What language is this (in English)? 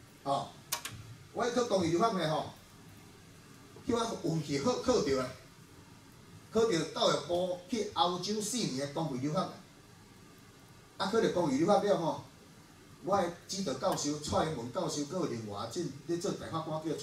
Min Nan Chinese